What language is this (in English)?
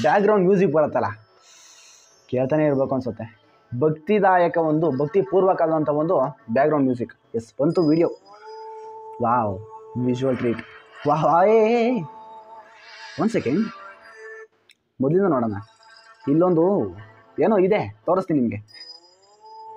Kannada